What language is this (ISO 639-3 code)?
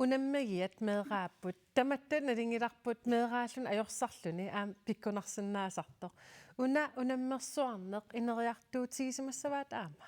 kal